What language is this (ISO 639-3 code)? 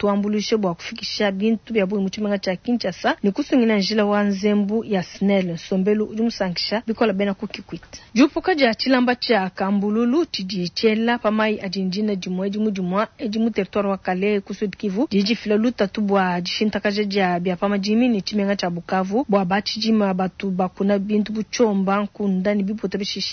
lua